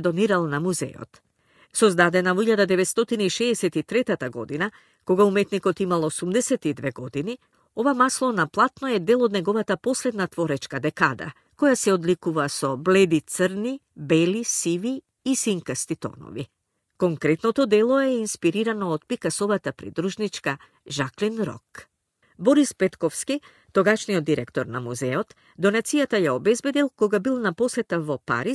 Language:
Macedonian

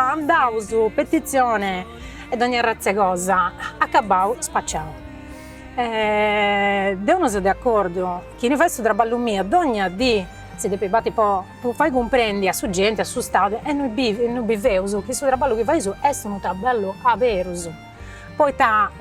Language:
Sardinian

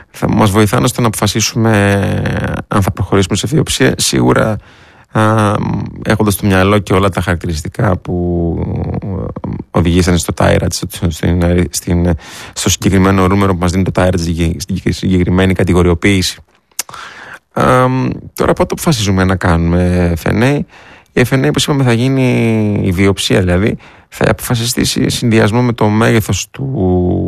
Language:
Greek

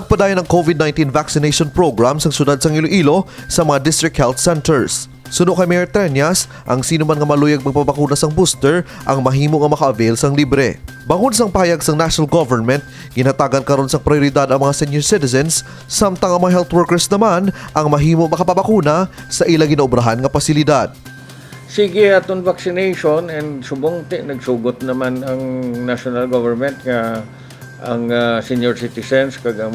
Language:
Hiligaynon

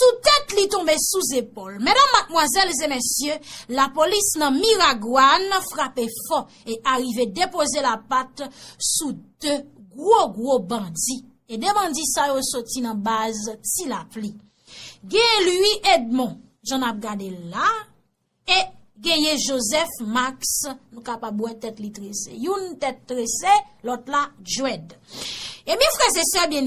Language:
Haitian Creole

